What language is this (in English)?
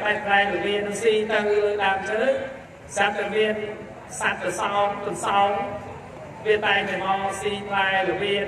Khmer